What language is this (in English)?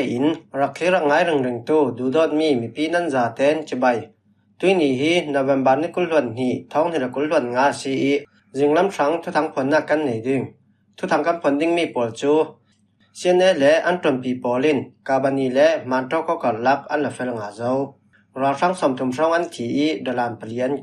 Falam Chin